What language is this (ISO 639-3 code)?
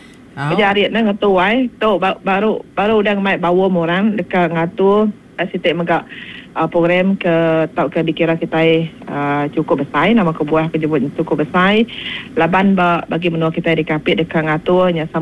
iba